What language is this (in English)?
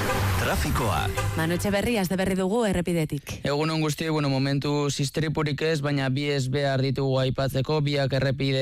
Basque